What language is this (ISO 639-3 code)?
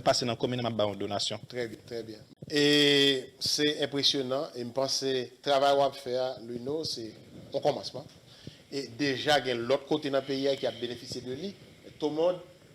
hat